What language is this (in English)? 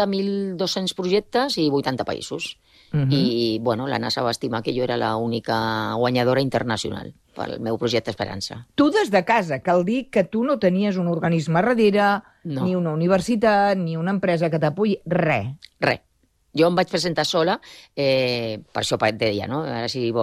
Catalan